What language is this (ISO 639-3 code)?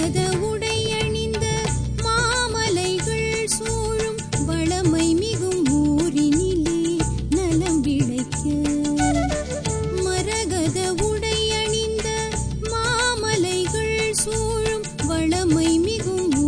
tam